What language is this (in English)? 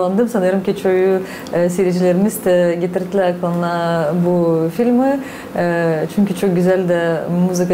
Gagauz